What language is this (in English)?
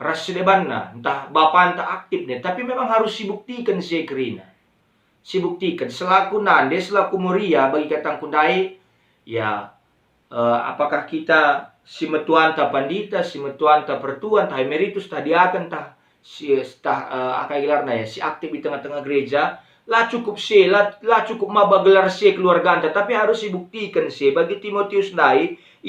Batak Karo